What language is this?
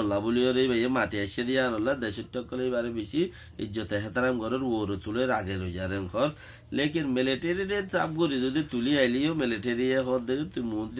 Rohingya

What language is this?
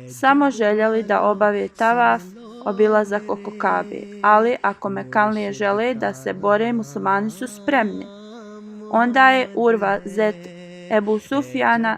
Bosnian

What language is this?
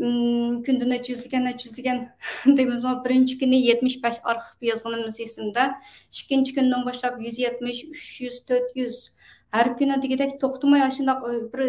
Uyghur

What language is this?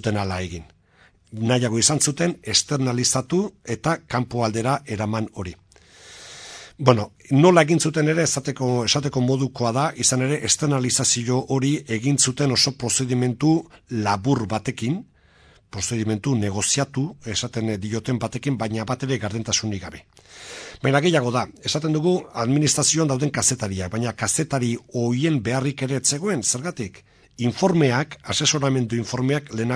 Basque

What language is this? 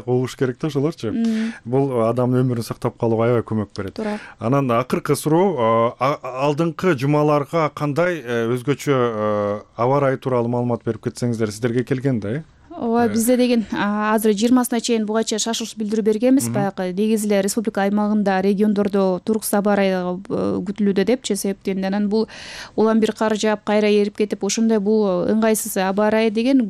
Kyrgyz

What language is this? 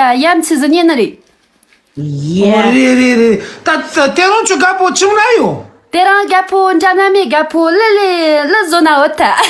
Tibetan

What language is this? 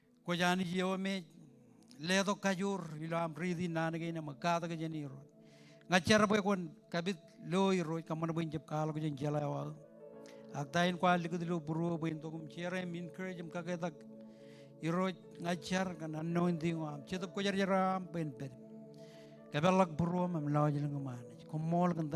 Marshallese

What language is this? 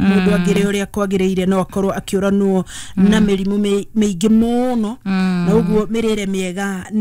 Kikuyu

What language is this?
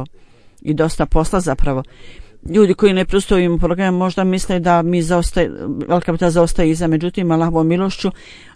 Bosnian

